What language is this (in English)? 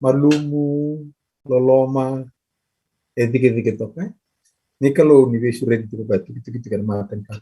Fijian